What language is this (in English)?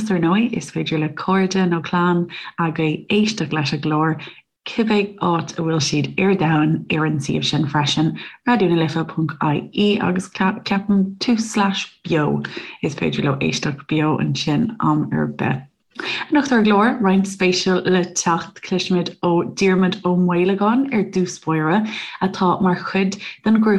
Irish